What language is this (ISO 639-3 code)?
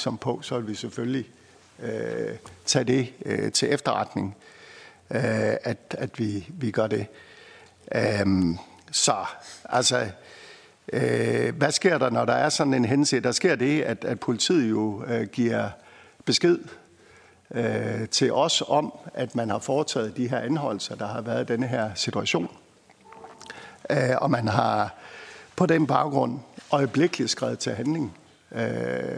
dan